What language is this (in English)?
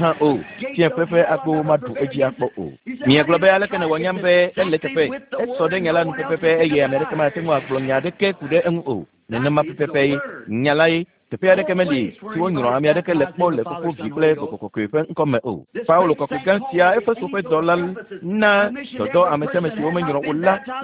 Ewe